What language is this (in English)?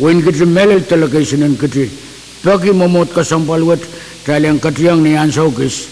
Pohnpeian